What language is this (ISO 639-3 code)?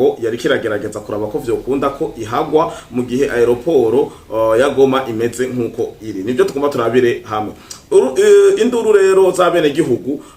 run